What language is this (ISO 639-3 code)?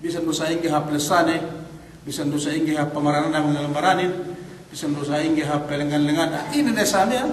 yka